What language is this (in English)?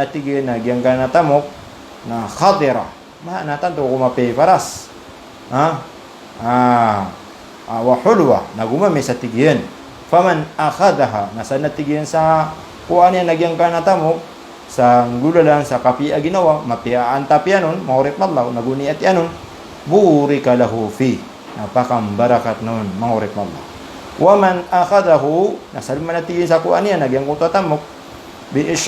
Maranao